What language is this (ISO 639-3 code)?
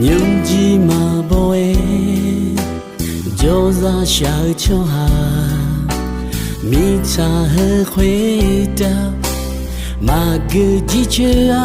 ahk